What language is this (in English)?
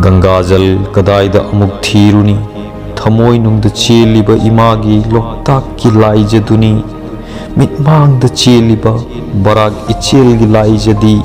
Manipuri